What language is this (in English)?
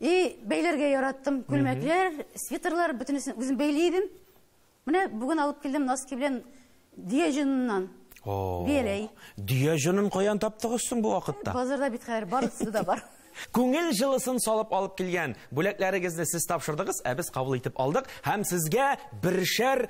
Tatar